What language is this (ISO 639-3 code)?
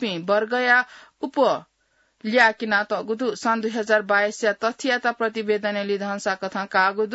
new